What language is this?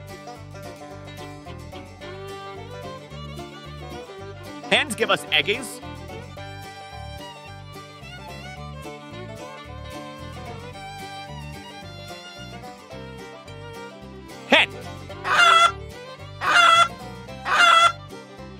Portuguese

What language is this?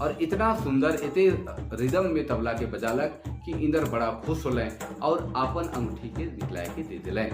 Sadri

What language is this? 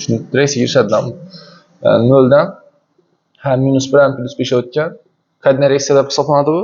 Uzbek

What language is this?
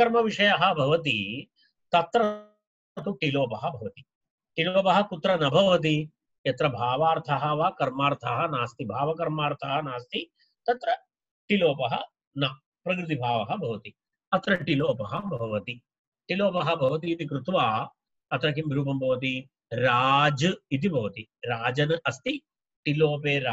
Sanskrit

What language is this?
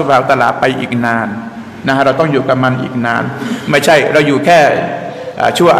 Thai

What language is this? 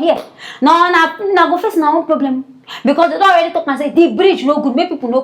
Nigerian Pidgin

